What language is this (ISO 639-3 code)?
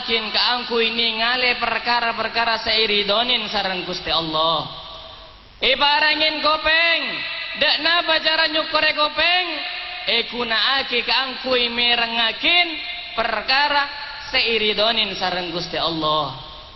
mad